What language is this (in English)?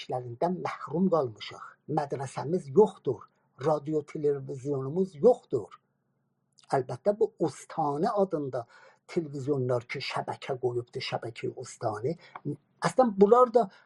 South Azerbaijani